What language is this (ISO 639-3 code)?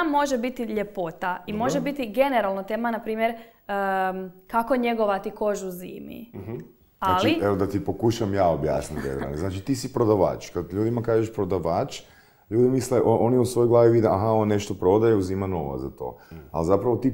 hrv